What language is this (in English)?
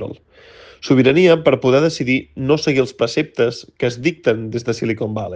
Catalan